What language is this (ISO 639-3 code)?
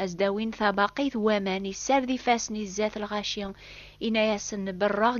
kab